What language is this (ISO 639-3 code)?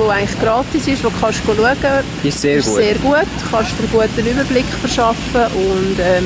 gsw